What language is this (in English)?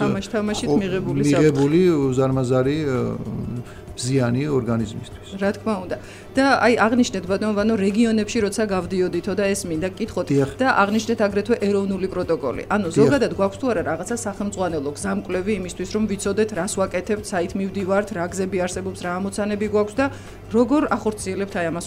Georgian